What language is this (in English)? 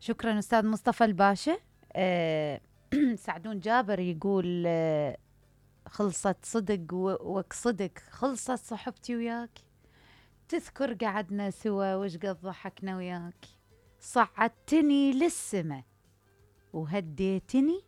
Mesopotamian Arabic